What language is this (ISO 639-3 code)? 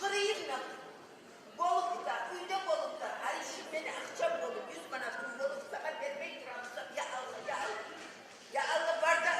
kum